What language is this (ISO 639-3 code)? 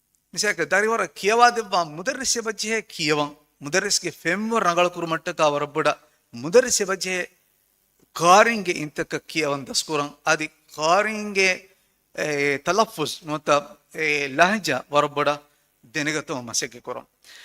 div